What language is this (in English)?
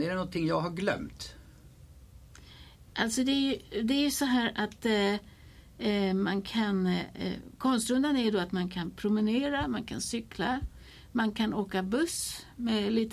Swedish